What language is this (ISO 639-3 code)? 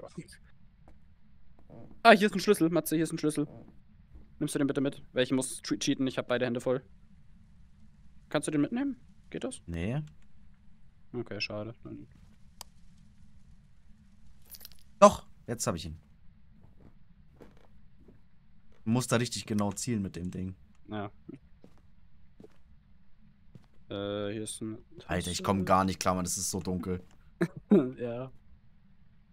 deu